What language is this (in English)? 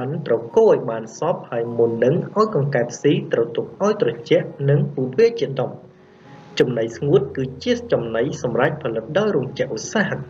Khmer